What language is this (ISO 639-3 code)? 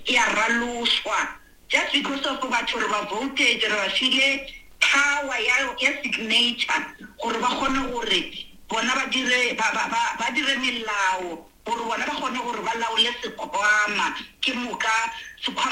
nso